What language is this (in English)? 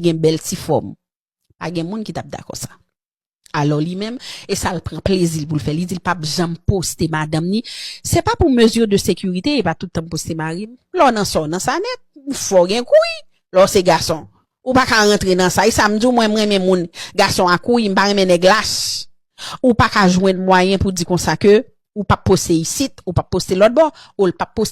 Haitian Creole